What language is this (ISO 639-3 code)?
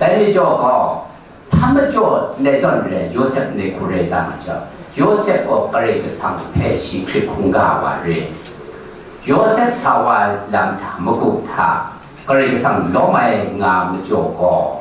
kac